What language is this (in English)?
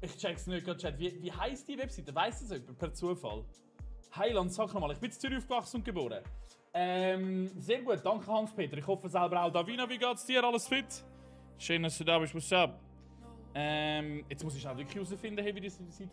Swiss German